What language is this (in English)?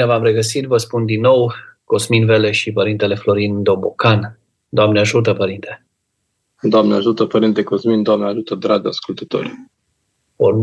Romanian